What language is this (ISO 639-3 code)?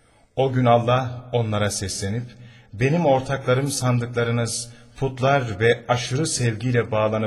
tur